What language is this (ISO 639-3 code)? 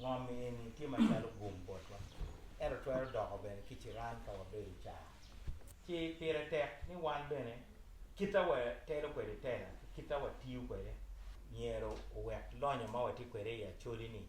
ach